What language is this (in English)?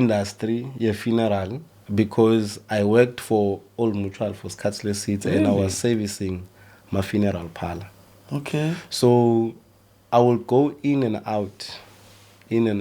Zulu